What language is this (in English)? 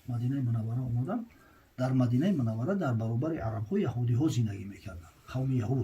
Tajik